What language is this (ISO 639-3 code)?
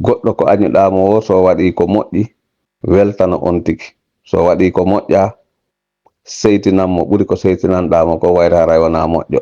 ful